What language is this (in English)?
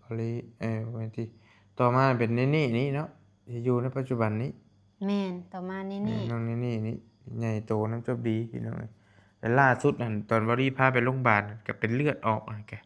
Northeastern Thai